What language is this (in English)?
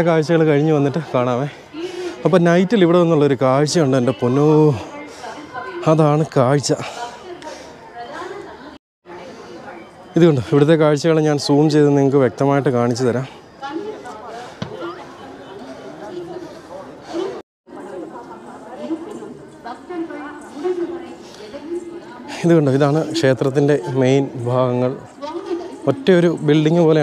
Malayalam